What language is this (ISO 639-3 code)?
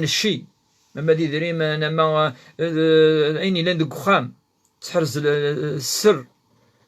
kab